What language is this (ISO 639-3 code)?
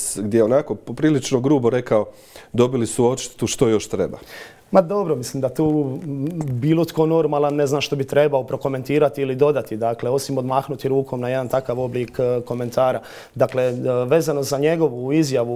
hrv